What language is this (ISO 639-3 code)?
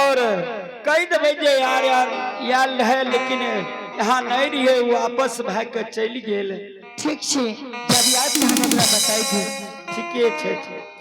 mai